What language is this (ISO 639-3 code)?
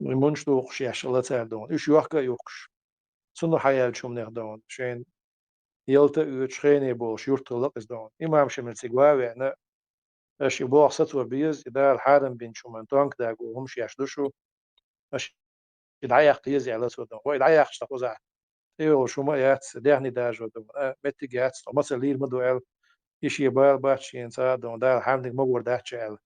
che